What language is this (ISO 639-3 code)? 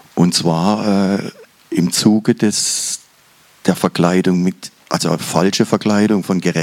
deu